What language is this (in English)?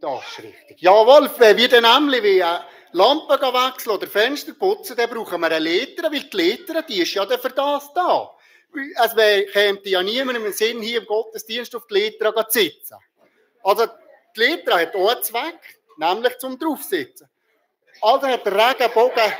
Swiss German